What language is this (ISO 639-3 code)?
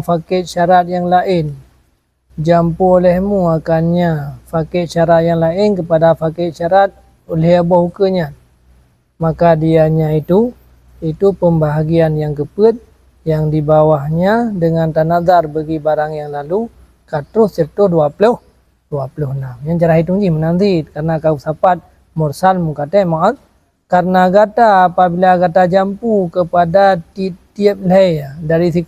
ace